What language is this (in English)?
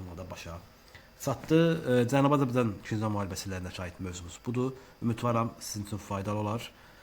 Azerbaijani